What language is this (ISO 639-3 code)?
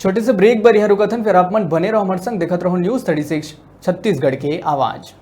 hne